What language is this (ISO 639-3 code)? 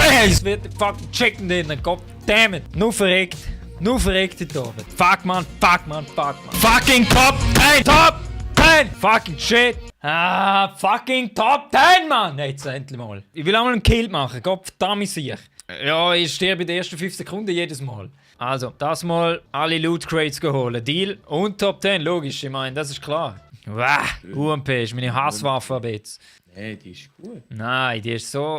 gsw